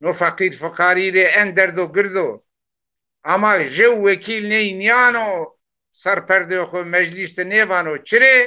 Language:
Zaza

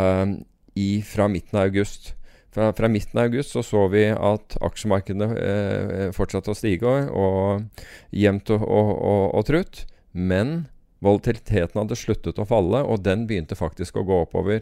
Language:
Norwegian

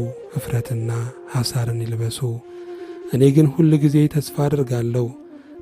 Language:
Amharic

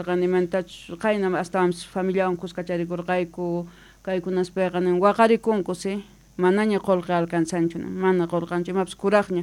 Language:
South Bolivian Quechua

